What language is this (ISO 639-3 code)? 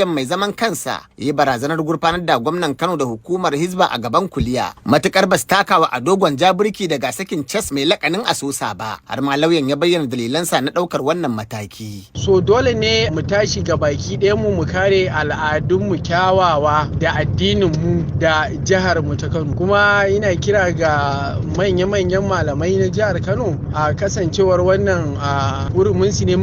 hau